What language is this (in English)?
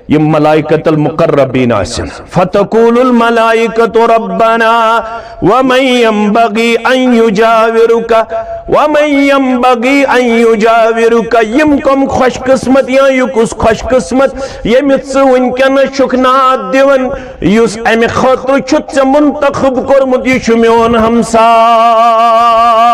Kashmiri